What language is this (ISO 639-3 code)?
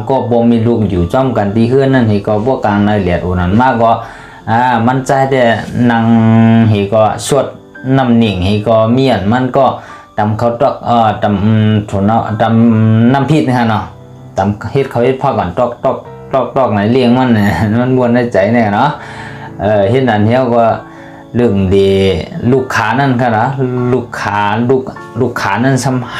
shn